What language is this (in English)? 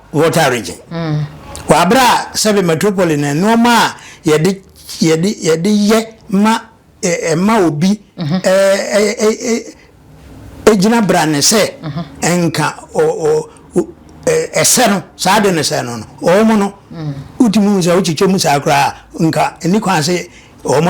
Akan